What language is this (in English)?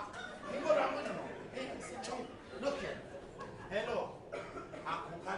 Jamaican Creole English